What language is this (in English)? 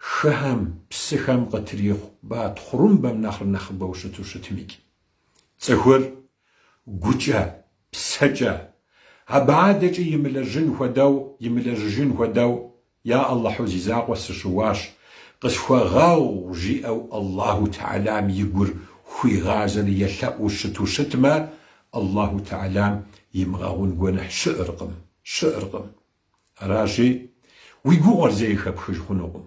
Kabardian